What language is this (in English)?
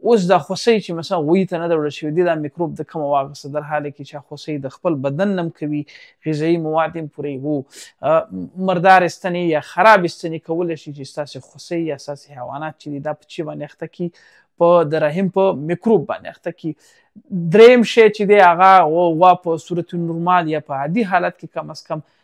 Pashto